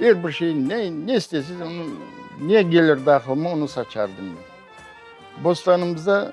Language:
Crimean Tatar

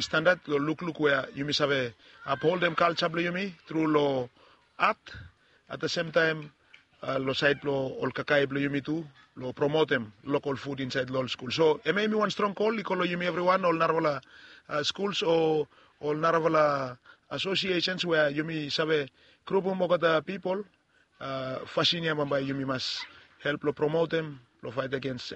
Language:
Bislama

